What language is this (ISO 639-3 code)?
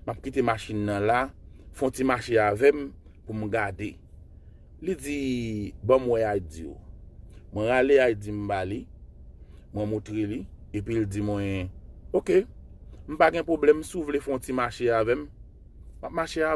hat